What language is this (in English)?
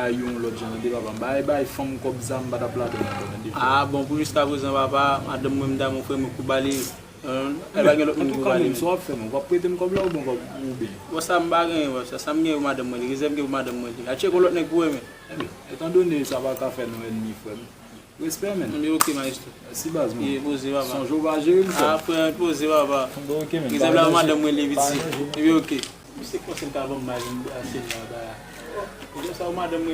Haitian Creole